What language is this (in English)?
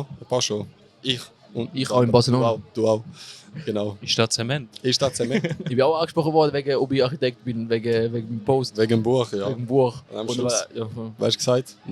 Swiss German